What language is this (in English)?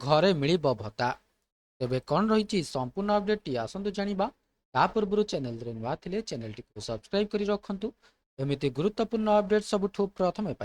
Odia